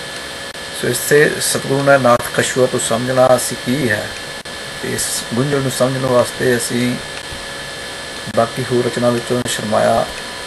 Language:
Punjabi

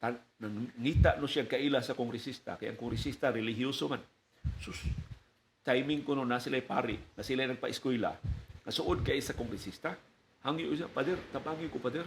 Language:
Cebuano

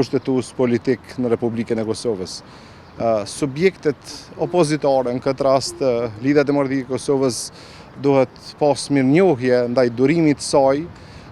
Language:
Albanian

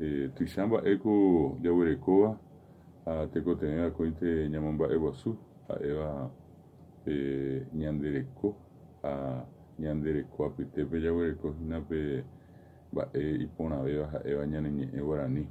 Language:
Guarani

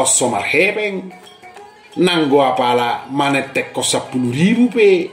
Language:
Batak Toba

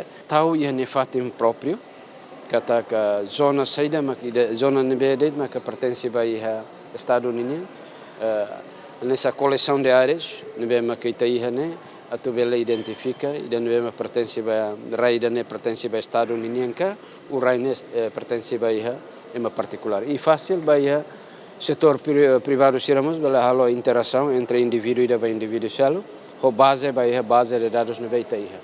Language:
Tetum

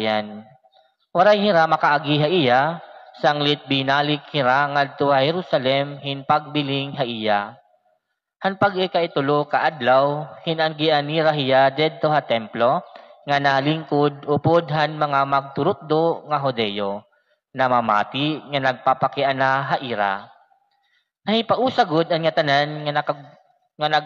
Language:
Waray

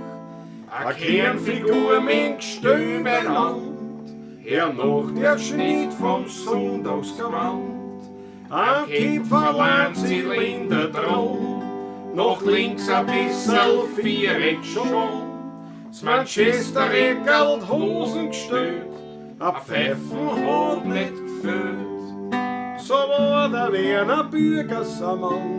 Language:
Bavarian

